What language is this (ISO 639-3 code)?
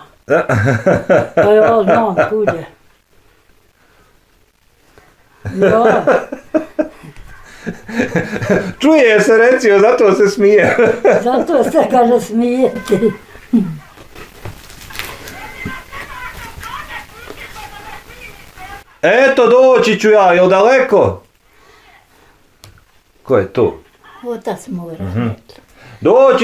bos